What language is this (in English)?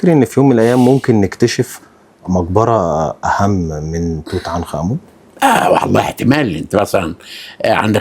Egyptian Arabic